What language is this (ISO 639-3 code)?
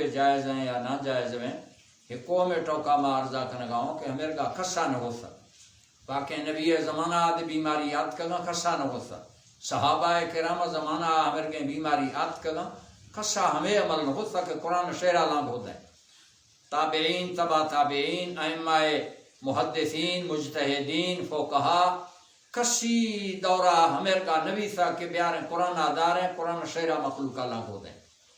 bal